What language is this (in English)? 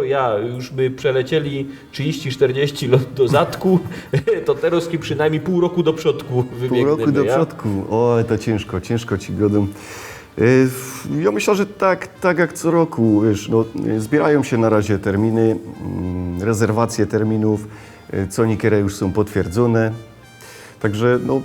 Silesian